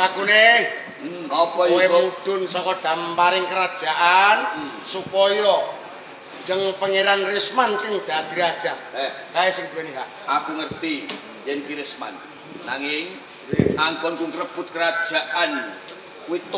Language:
Javanese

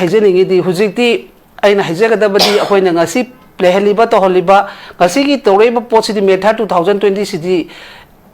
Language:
Manipuri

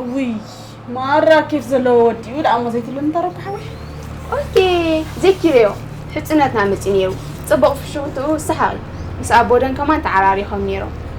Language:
Tigrinya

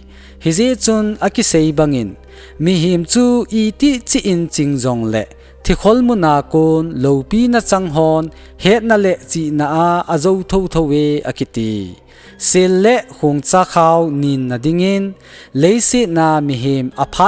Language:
Thado Chin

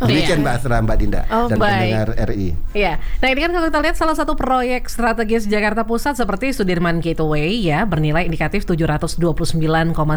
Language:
Indonesian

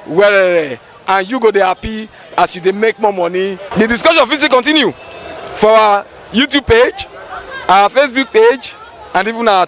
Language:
Nigerian Pidgin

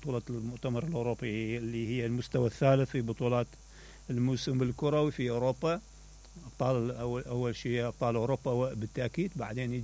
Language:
Mesopotamian Arabic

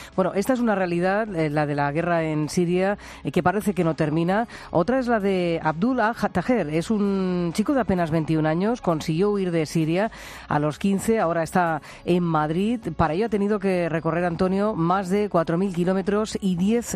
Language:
Spanish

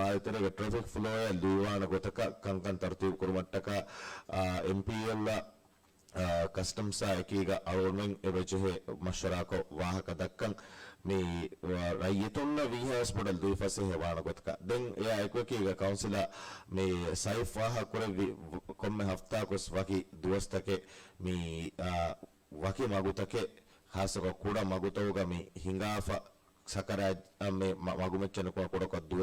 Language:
Divehi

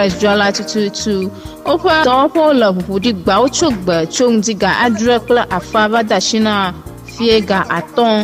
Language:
Ewe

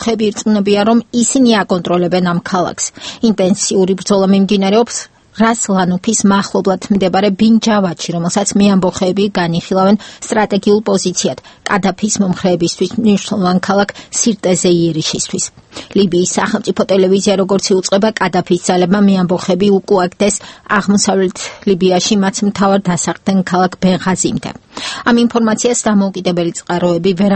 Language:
Georgian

